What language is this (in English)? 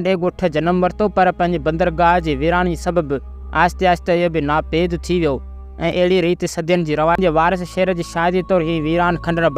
Sindhi